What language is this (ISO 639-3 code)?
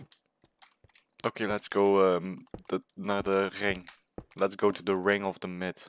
nld